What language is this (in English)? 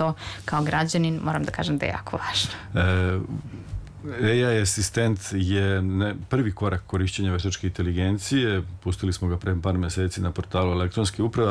Serbian